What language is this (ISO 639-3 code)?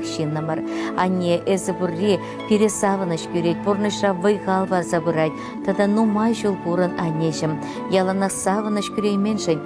chv